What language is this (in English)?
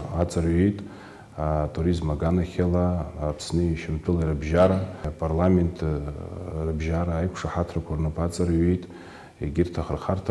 Abkhazian